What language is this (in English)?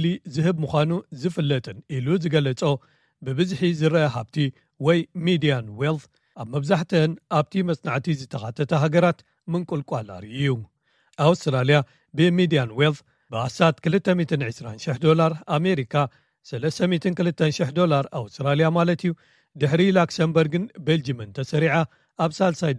Tigrinya